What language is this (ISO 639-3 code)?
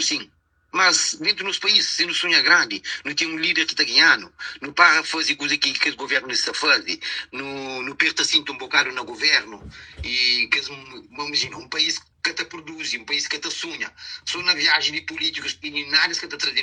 kea